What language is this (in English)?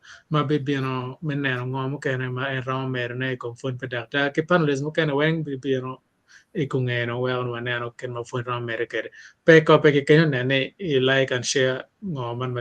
Acoli